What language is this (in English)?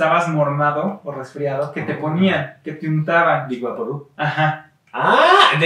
Spanish